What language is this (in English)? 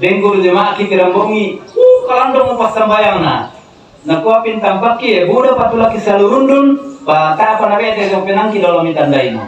Toraja-Sa'dan